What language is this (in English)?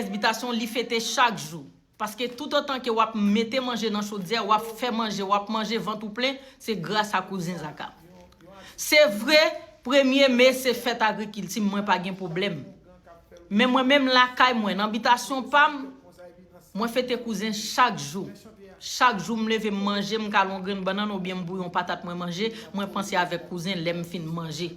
Haitian Creole